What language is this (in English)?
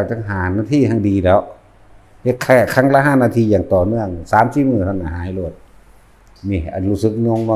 Northeastern Thai